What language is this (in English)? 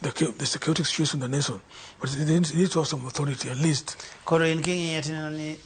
Luo (Kenya and Tanzania)